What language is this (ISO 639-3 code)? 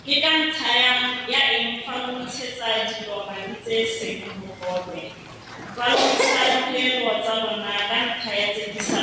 tsn